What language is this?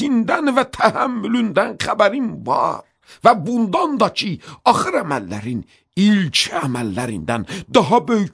Azerbaijani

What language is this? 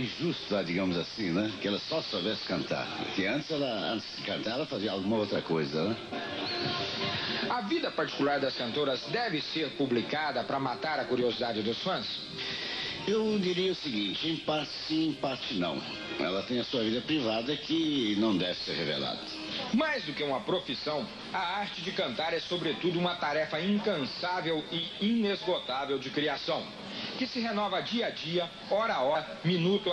Portuguese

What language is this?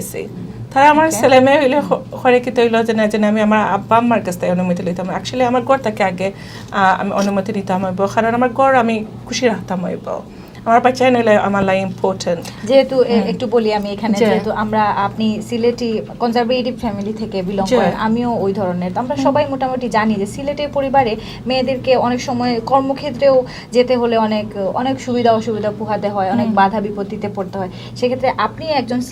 Sylheti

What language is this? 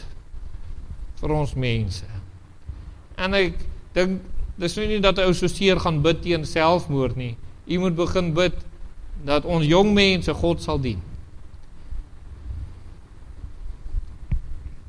Afrikaans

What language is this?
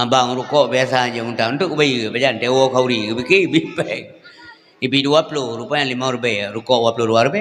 Achinese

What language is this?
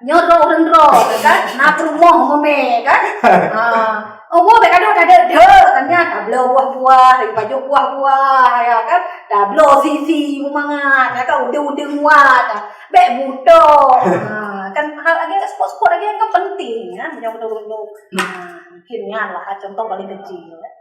Achinese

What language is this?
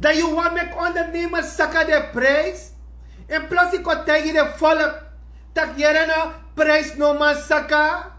Sranan Tongo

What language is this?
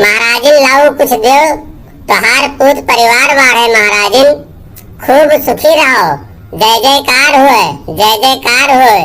Awadhi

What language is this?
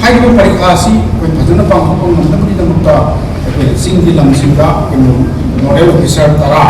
Manipuri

